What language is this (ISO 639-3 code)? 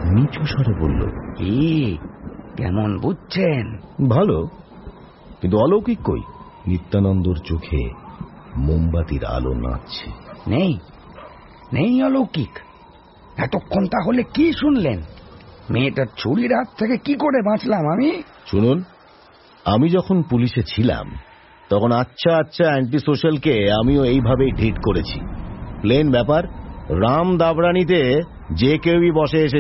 ben